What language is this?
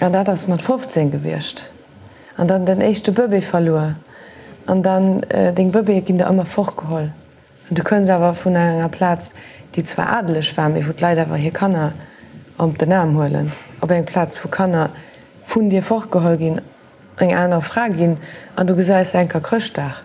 Luxembourgish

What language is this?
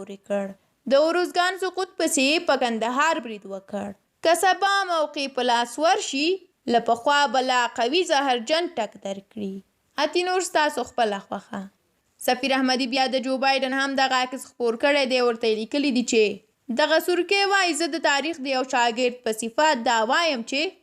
Pashto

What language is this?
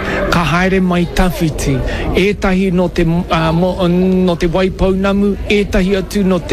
Māori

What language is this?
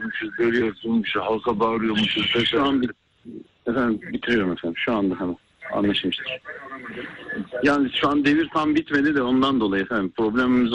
Turkish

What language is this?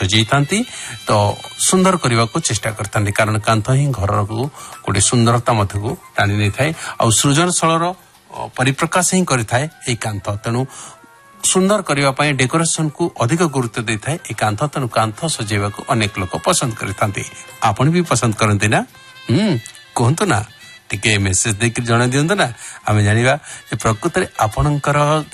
Odia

